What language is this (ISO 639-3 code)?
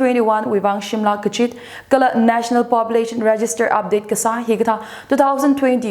nmf